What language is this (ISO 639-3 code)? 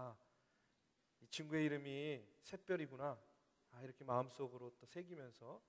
kor